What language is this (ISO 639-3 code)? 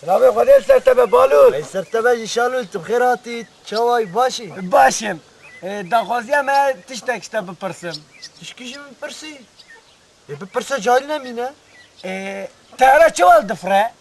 kur